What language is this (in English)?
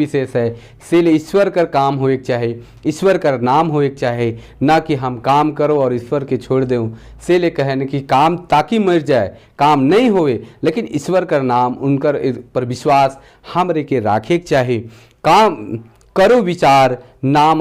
Sadri